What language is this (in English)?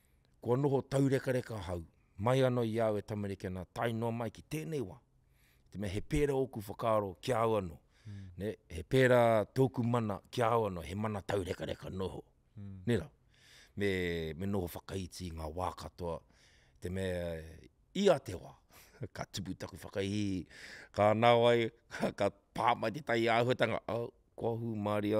Māori